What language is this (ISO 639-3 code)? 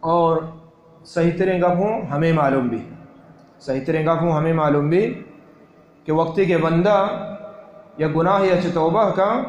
bal